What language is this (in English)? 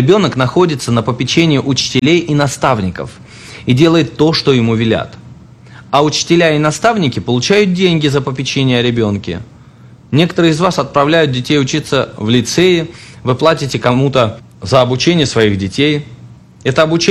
Russian